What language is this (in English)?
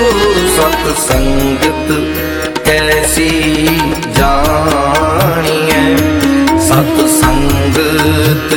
Punjabi